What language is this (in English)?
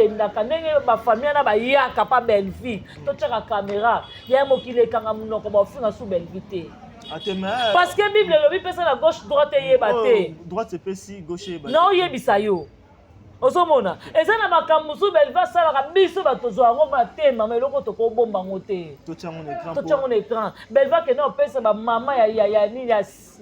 Lingala